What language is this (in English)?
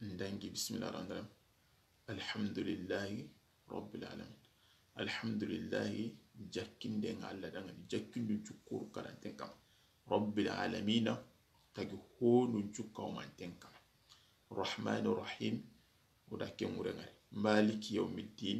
Soninke